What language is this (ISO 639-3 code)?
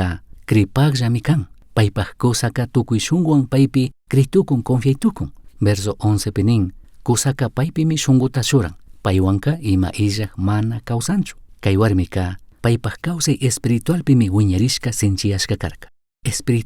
qug